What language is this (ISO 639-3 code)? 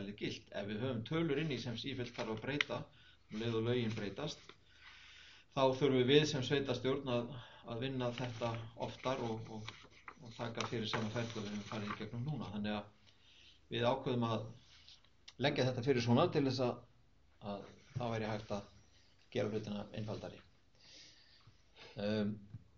isl